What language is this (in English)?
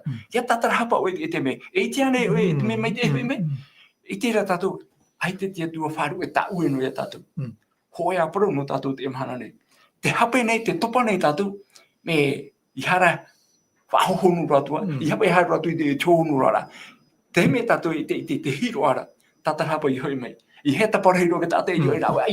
Tahitian